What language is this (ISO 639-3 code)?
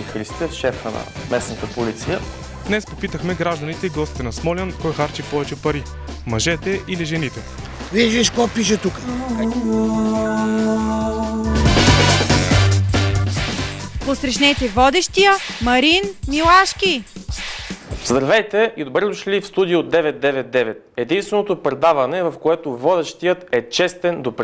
bul